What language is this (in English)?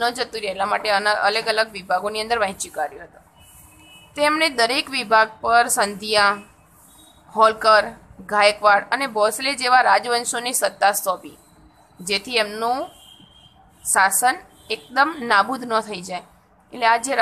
Gujarati